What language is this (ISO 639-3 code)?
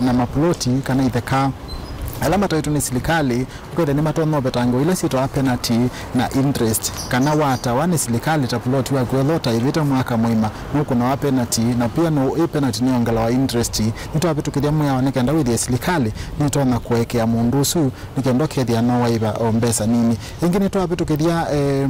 kam